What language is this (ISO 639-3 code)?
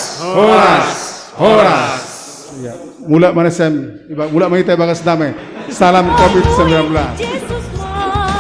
bts